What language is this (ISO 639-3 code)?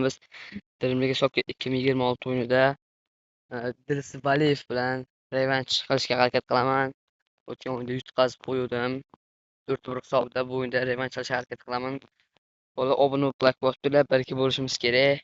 uzb